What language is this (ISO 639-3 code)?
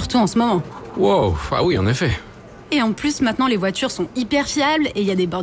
fra